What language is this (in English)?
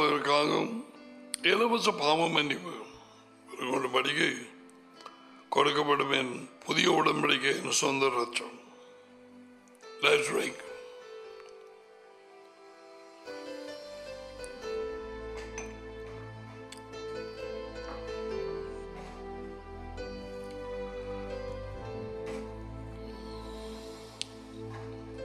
Tamil